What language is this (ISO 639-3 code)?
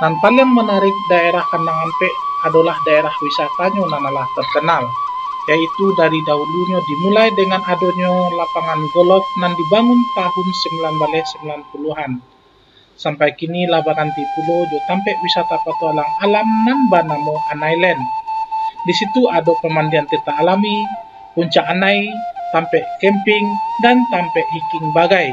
min